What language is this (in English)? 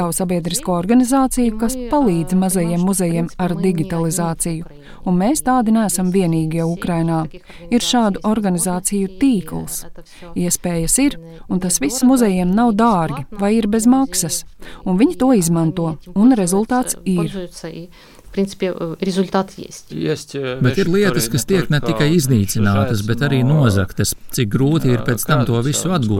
Latvian